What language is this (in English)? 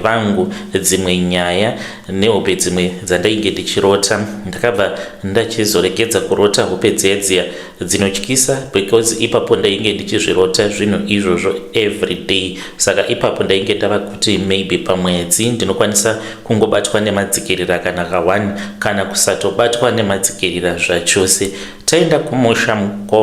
Shona